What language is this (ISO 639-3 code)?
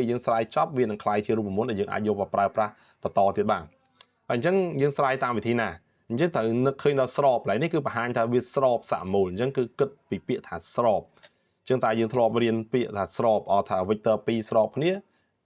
khm